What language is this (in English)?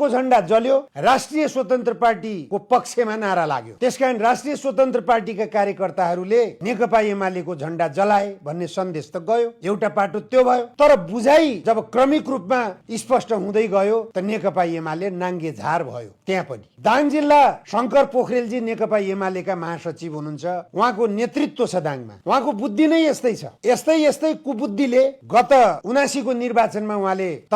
Nepali